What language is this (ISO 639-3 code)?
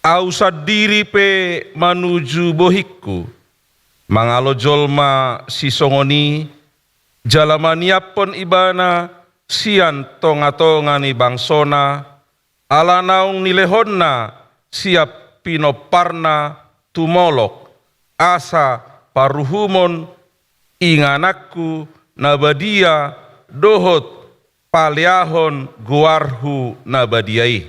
bbc